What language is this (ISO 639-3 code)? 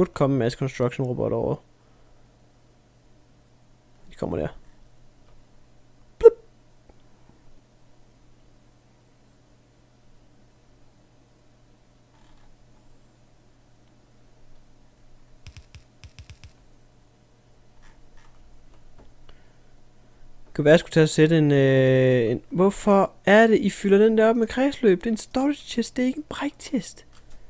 dan